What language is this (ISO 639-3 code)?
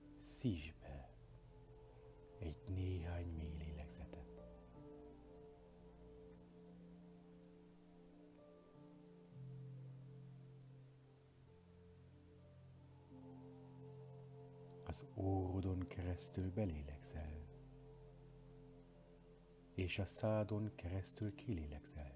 hun